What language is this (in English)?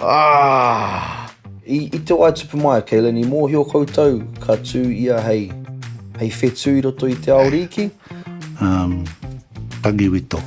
Māori